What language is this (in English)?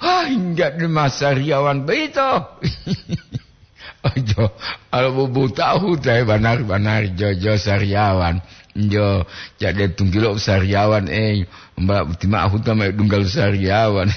Gorontalo